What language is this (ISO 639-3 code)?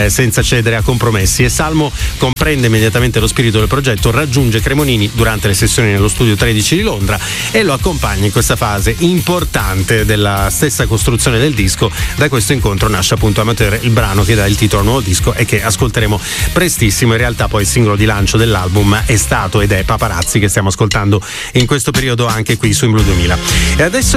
ita